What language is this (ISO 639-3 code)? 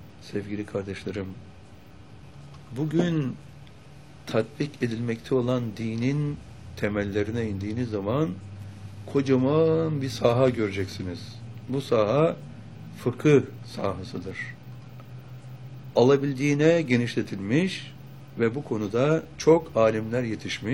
tur